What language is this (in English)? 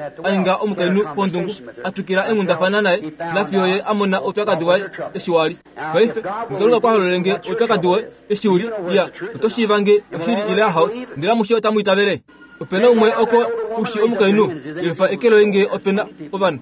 Kuanyama